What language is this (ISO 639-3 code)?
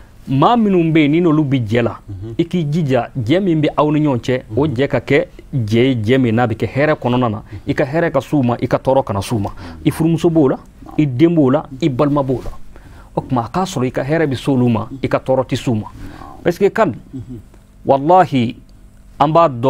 bam